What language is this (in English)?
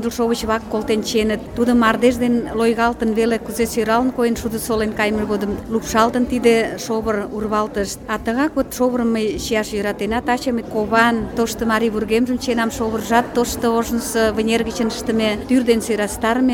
Mari